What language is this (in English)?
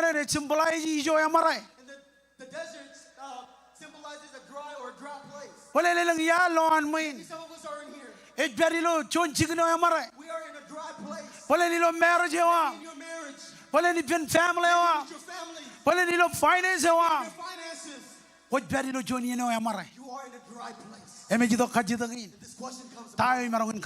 Marshallese